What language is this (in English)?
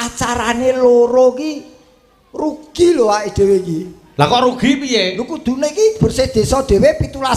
Javanese